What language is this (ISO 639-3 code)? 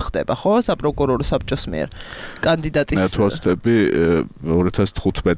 kat